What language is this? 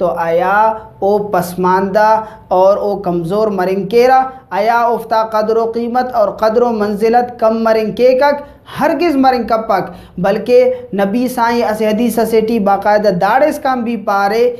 Brahui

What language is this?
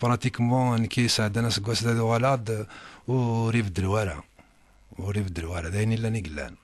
Kabyle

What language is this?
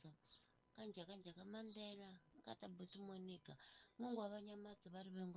Tsonga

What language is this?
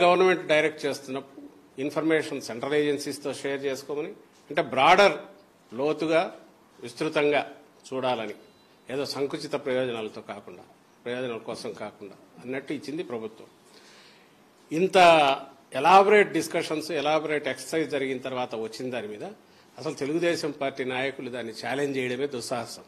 Telugu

